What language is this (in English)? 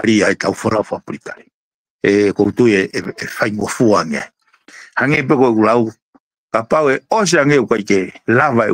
Tongan